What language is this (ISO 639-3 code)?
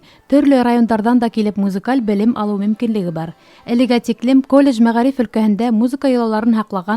bak